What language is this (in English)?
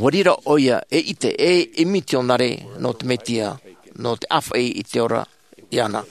Tahitian